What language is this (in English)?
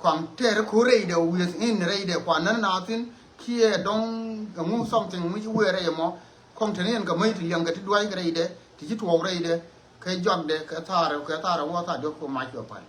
Nuer